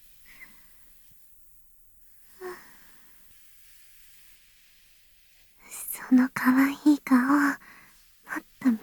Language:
Japanese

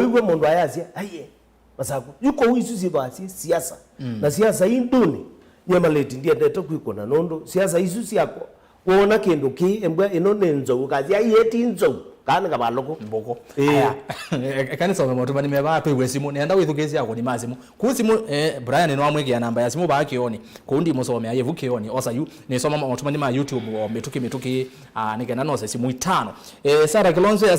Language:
Kamba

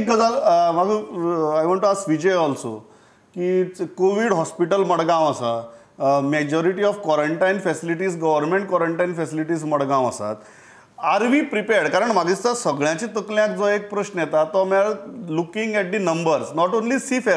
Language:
Konkani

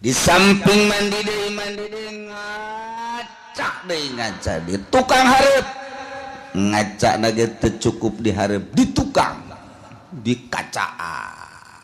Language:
Sundanese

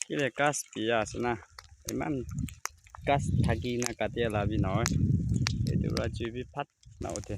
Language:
Naga Pidgin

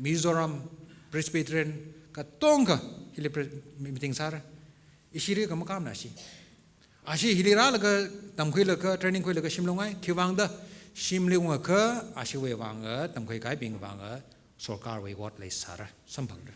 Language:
Tangkhul Naga (India)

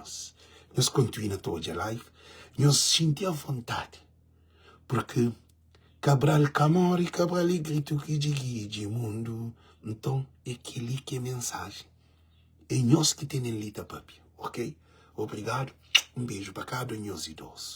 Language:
Kabuverdianu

